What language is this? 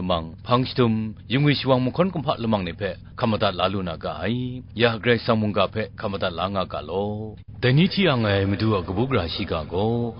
Kachin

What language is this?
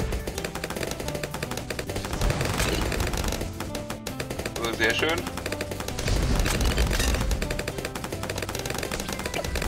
German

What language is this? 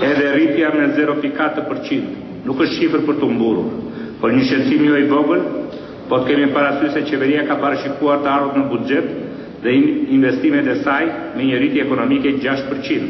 Albanian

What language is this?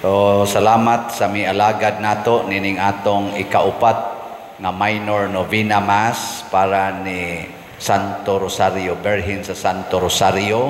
Cebuano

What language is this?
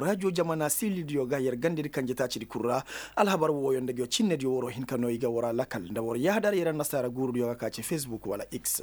Koyraboro Senni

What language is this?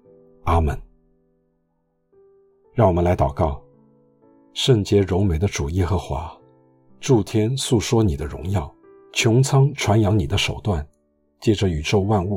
Chinese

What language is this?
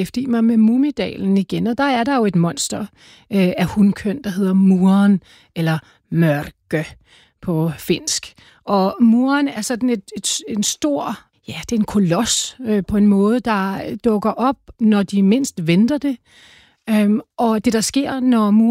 Danish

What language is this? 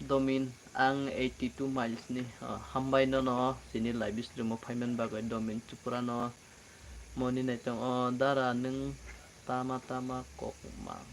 Kok Borok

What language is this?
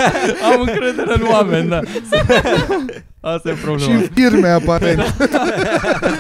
Romanian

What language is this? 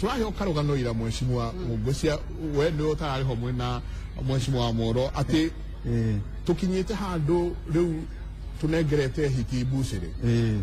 Kikuyu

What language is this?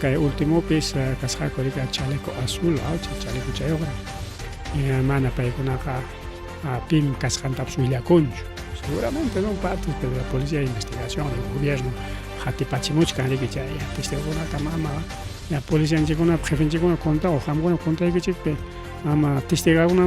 Ayacucho Quechua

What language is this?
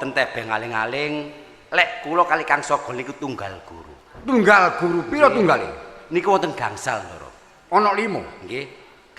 Javanese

